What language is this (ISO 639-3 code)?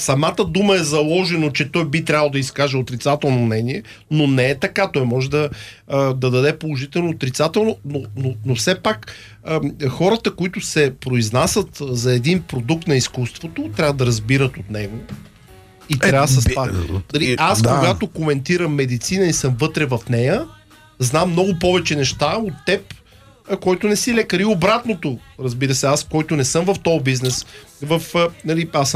bul